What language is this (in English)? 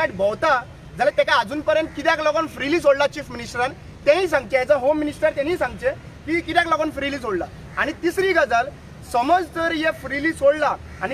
Konkani